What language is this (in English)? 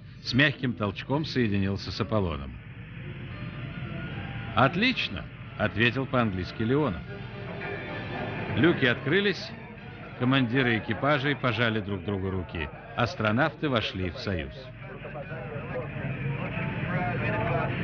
Russian